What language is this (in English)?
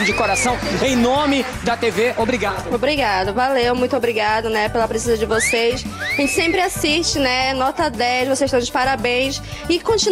Portuguese